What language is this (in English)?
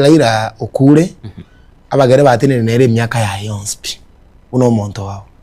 Gusii